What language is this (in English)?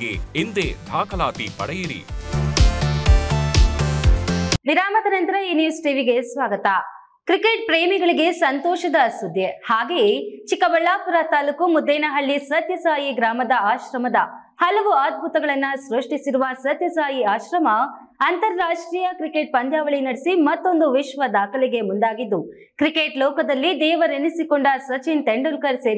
Kannada